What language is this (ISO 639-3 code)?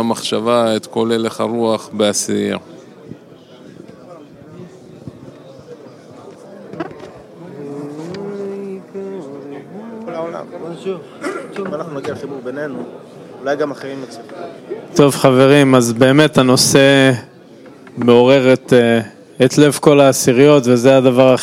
heb